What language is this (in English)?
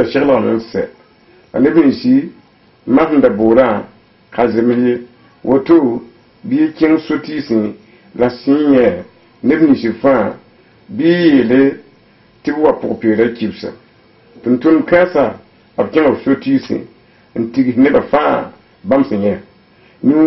Mossi